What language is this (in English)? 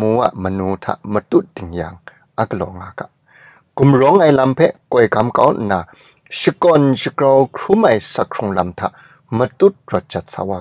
Kachin